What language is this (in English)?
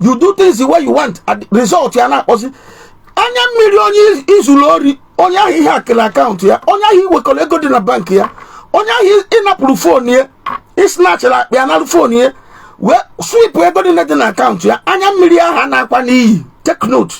Igbo